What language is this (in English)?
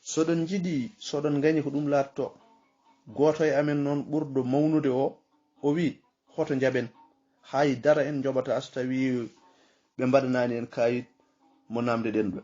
Fula